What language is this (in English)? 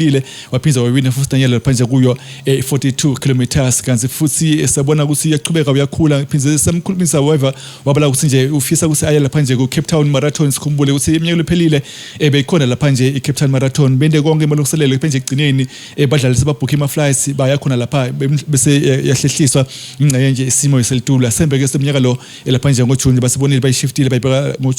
Swati